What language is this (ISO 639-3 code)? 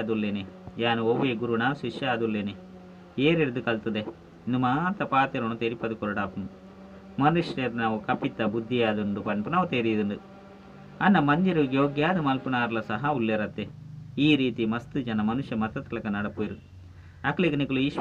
tcy